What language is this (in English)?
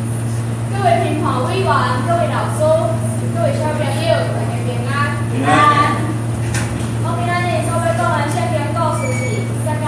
Min Nan Chinese